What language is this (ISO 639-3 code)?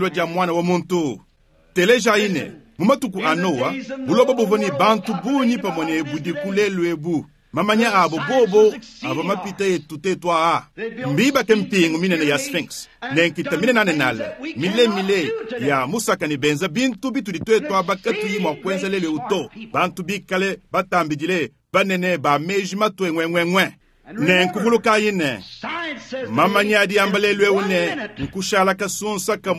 lua